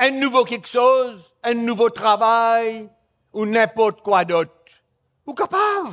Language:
Morisyen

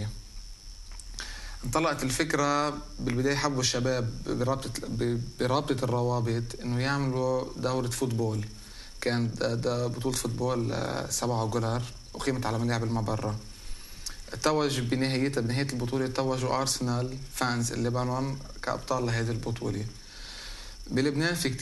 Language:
North Levantine Arabic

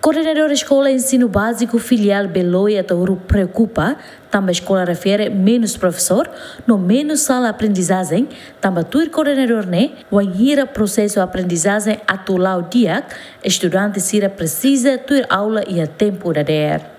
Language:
Tetum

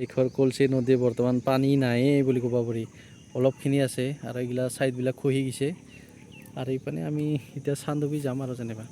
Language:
Assamese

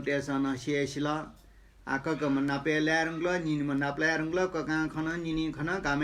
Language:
Newari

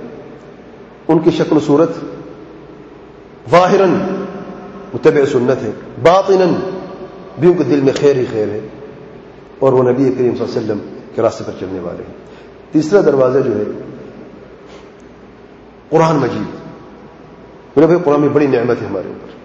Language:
Urdu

